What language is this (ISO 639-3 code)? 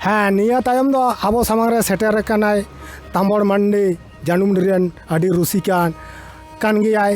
sat